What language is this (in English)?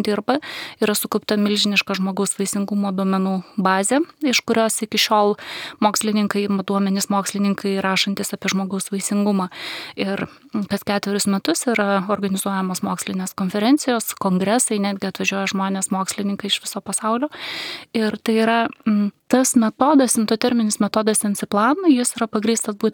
Lithuanian